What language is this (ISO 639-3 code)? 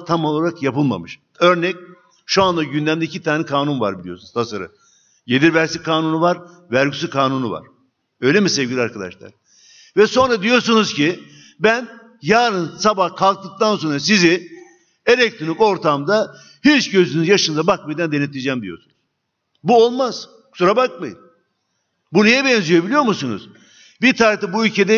tur